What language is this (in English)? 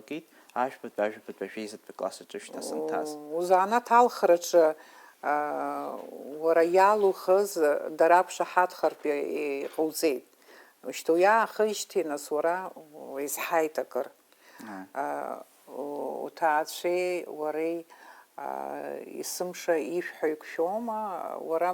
Abkhazian